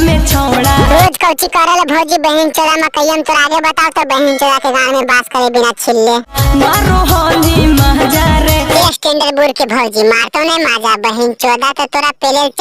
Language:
Magahi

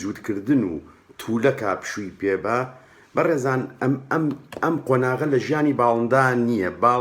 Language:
Central Kurdish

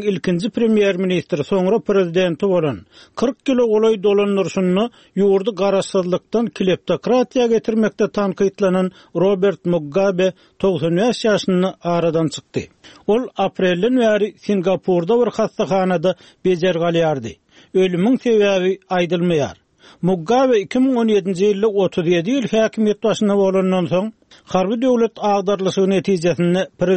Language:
Turkmen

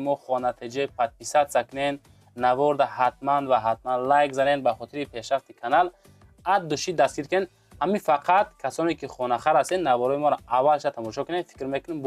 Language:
Tajik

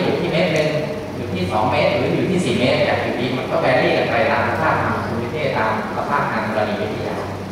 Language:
Thai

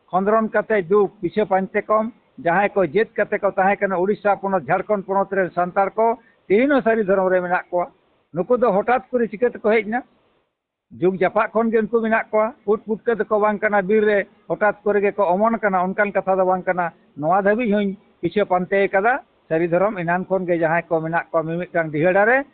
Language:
Santali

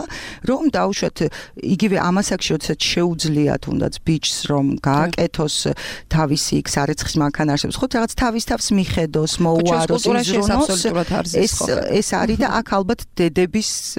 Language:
Georgian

